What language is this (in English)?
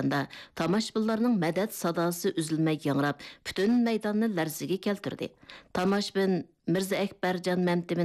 Uyghur